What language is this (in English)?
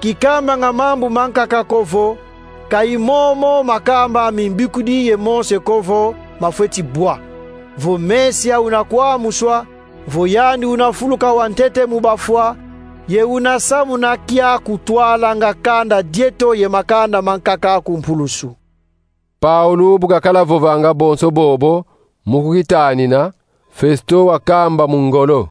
Kongo